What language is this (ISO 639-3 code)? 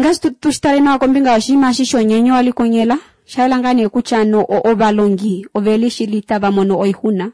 kua